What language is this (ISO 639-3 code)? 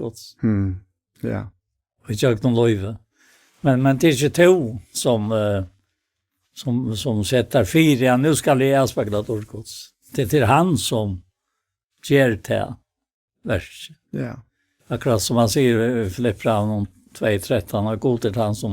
fao